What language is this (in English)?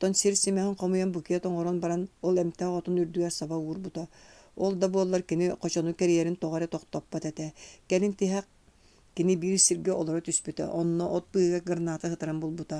Yakut